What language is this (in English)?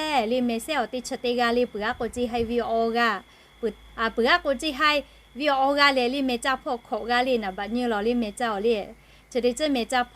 Lahu